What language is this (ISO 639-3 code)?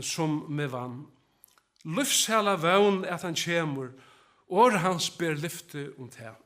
fao